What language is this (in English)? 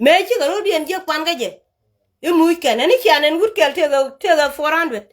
Nuer